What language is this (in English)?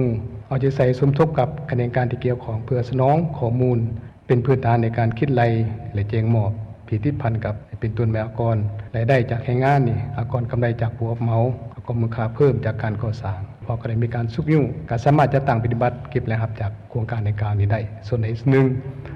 Lao